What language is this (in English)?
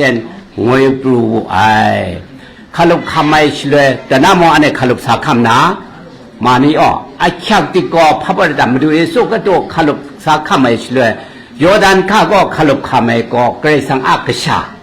Kachin